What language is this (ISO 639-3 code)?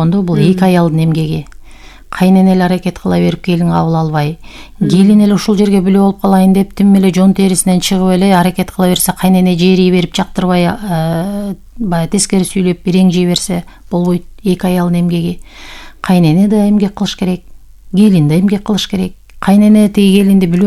kir